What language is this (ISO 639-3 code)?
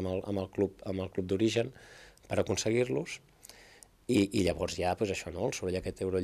cat